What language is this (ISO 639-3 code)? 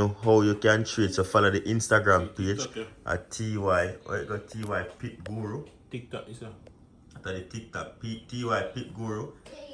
jam